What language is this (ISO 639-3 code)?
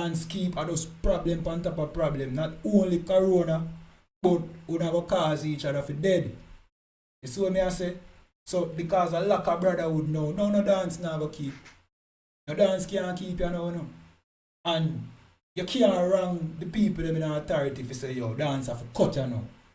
jam